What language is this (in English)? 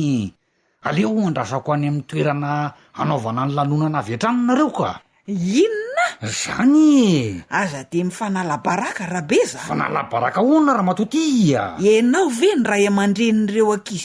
Malagasy